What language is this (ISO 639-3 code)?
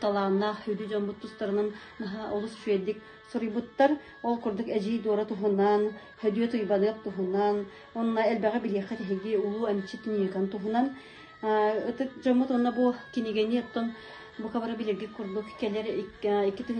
sah